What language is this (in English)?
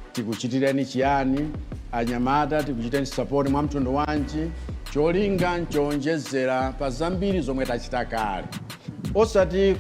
Nyanja